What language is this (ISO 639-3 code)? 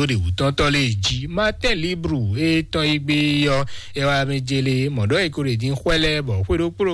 fon